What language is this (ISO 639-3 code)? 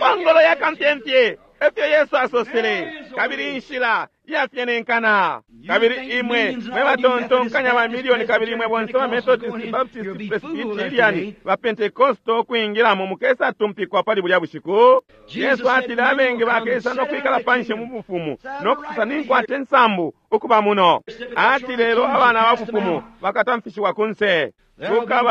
bem